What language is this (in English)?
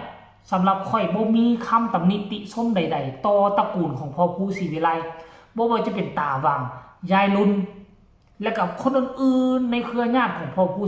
Northeastern Thai